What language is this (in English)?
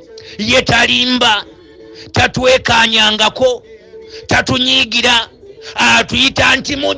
Ganda